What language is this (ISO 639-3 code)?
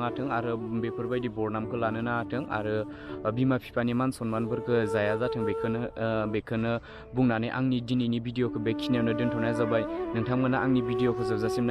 brx